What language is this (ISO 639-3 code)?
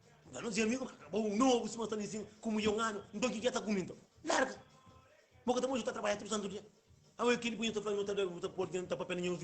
kea